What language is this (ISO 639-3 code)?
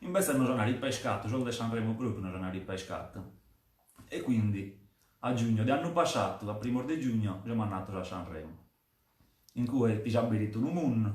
srd